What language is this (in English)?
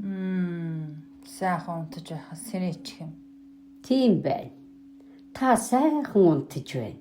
Mongolian